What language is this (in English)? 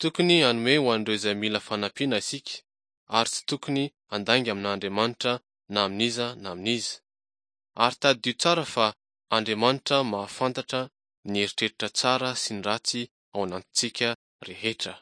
Malagasy